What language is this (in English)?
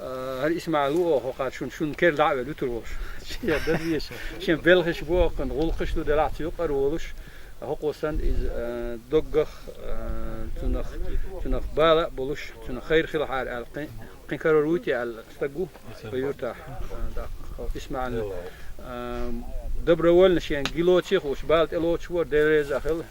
Chechen